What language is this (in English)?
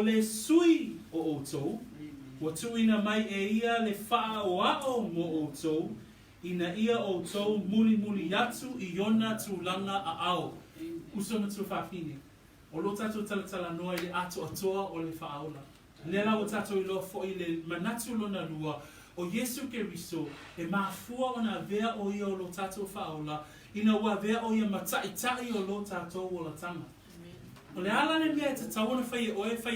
Samoan